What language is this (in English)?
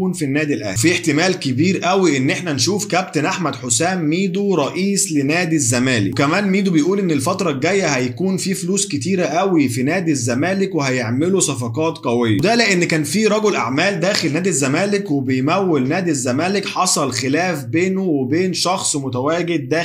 Egyptian Arabic